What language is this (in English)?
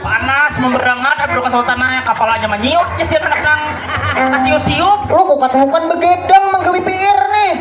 Banjar